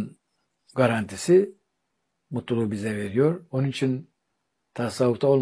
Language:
Turkish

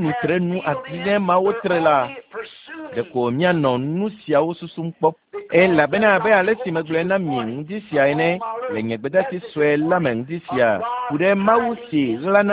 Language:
Ewe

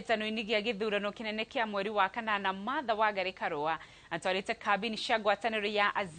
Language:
Kikuyu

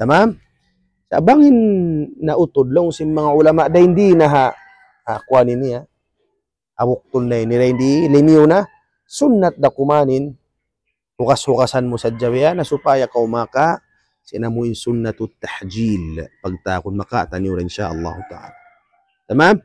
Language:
Tausug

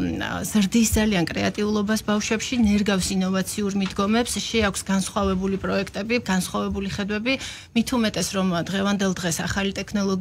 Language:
Georgian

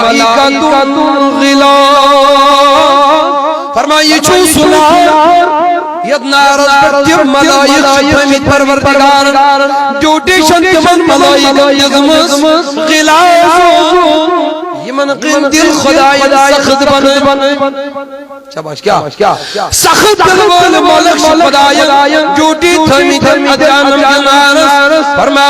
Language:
Kashmiri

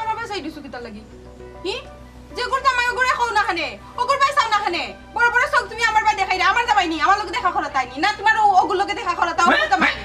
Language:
Sylheti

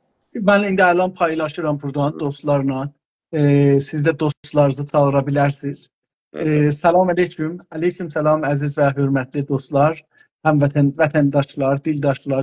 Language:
South Azerbaijani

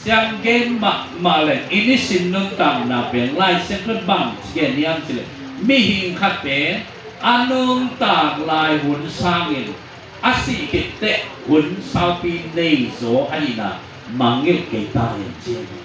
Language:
Tedim Chin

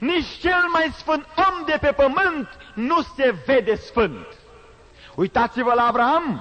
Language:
Romanian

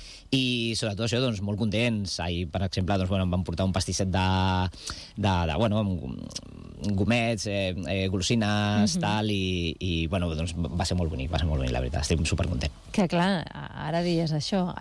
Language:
Catalan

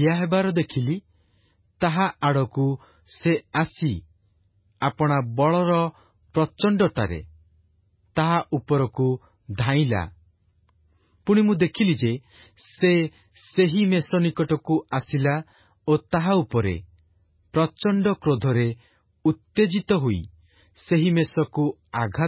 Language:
Odia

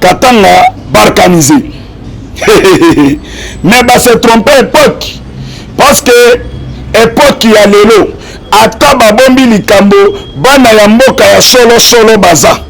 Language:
Lingala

